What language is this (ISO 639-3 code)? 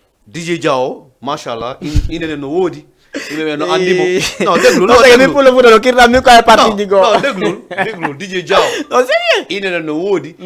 ful